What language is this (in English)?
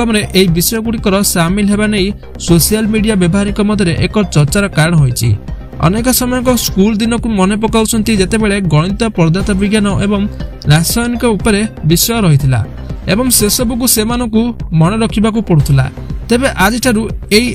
Odia